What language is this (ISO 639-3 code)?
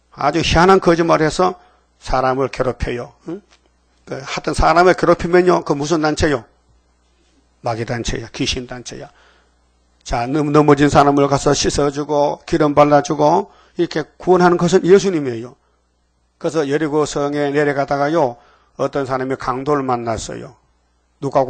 kor